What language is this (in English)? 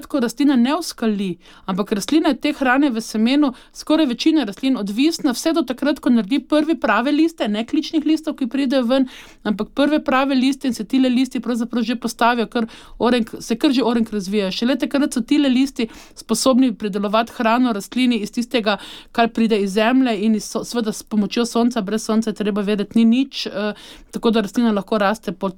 Slovenian